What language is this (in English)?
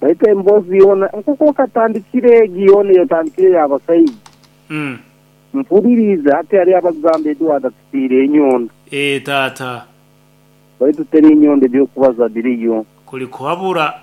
Nyoro